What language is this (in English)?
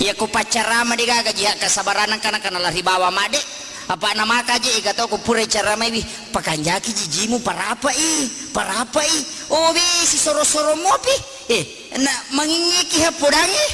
Buginese